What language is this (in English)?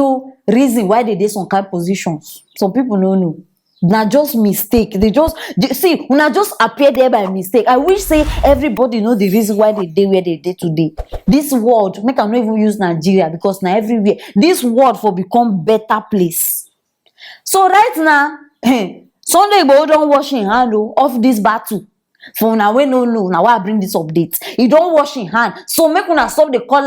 Nigerian Pidgin